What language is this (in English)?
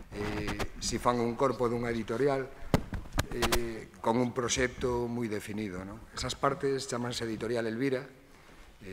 Galician